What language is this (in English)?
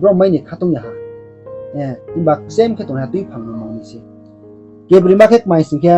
Riang (India)